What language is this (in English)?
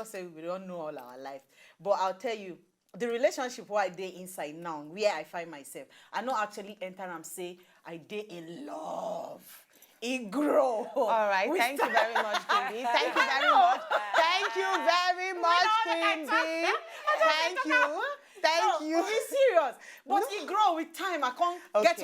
Nigerian Pidgin